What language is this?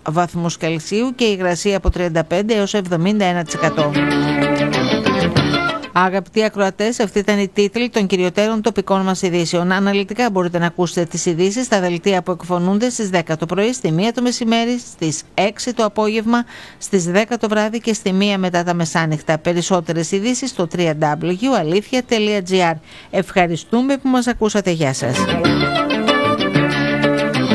Greek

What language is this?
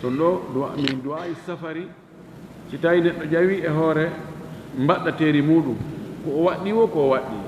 Fula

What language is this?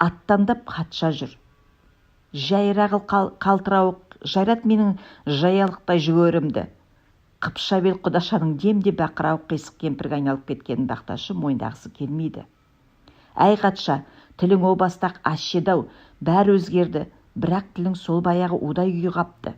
Kazakh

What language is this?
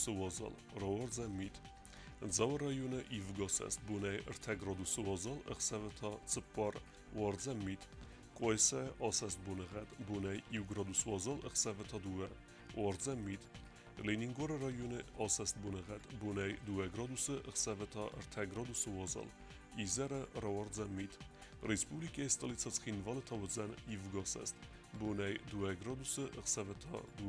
Ossetic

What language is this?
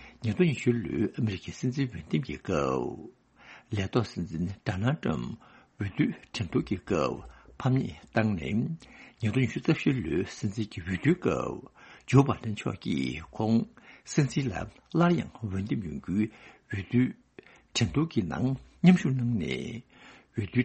Tibetan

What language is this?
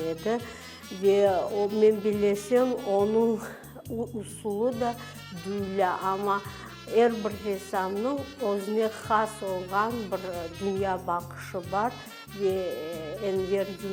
Crimean Tatar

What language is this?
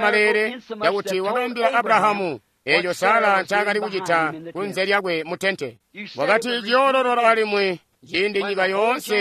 Tonga (Zambia)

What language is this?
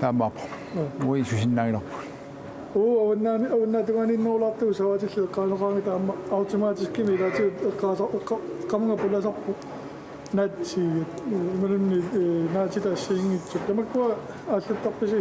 Kalaallisut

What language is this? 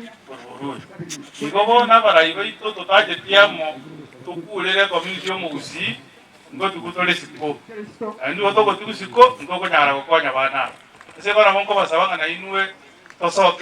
Gusii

